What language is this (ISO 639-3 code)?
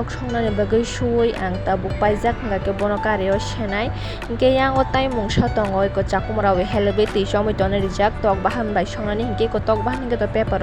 trp